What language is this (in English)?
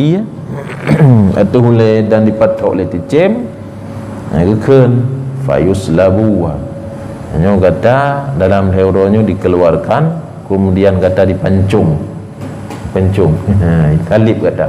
Achinese